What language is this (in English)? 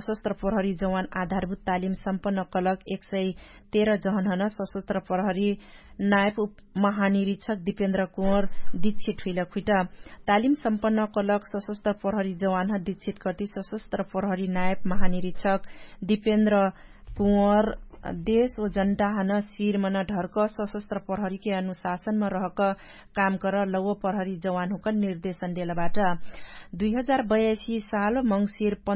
Dangaura Tharu